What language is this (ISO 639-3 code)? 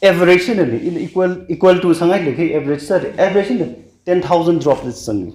nmf